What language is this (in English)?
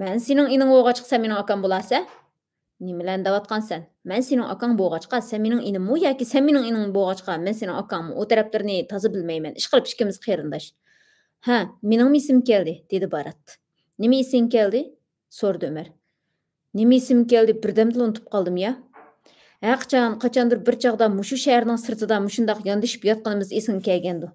Uyghur